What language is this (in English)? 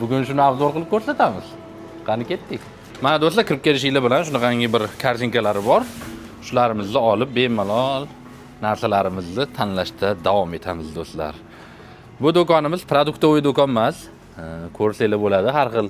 Uzbek